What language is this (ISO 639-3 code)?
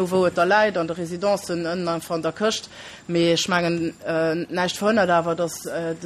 ltz